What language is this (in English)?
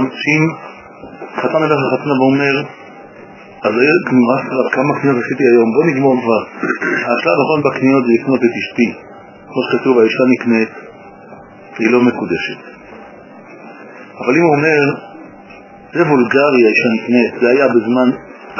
Hebrew